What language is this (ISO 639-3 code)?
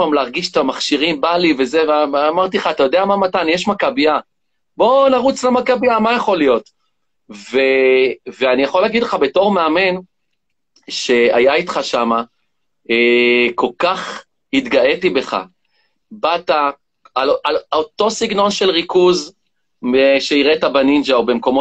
heb